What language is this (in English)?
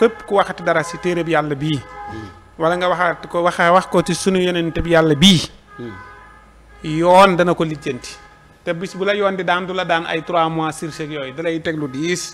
Wolof